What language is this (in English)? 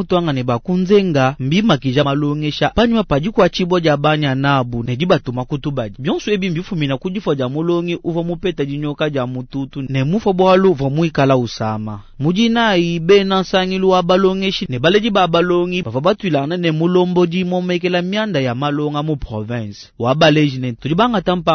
Luba-Lulua